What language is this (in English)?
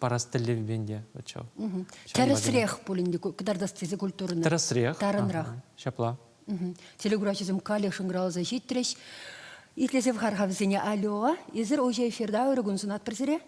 Chuvash